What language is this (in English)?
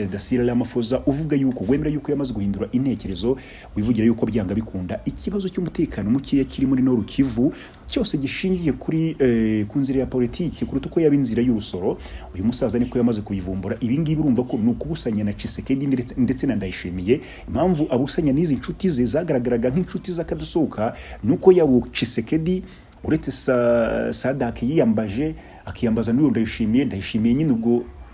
Kinyarwanda